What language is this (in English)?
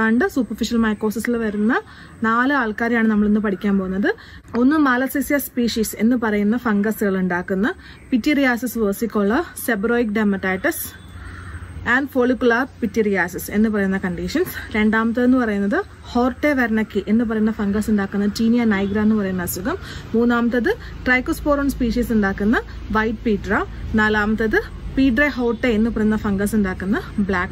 Malayalam